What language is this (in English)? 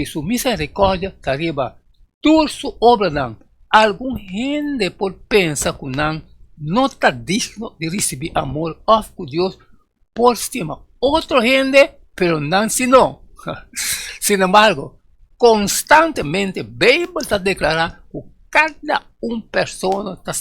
Papiamento